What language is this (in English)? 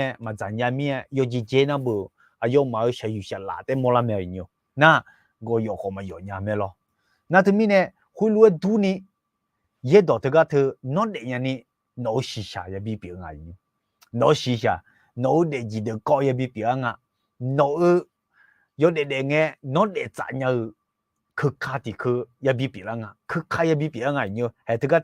Akha